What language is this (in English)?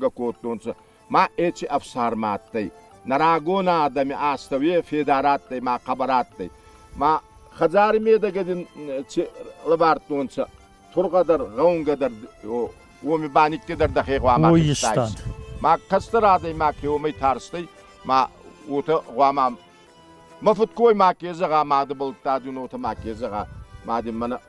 Ossetic